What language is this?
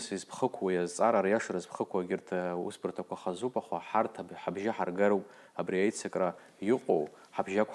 Abkhazian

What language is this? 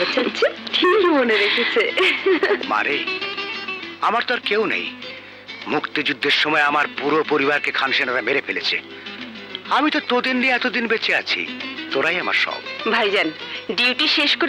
Bangla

